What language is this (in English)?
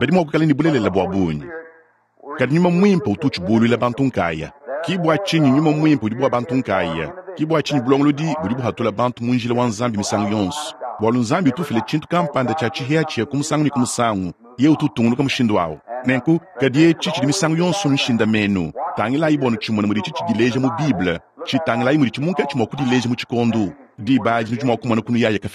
Luba-Lulua